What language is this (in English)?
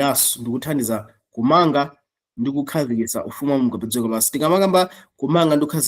Nyanja